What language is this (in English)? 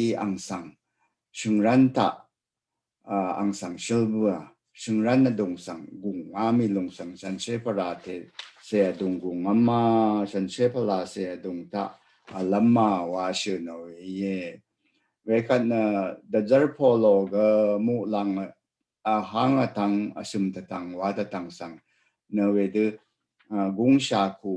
Rawang